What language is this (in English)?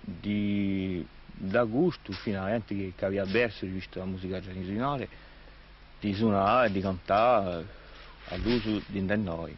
Corsican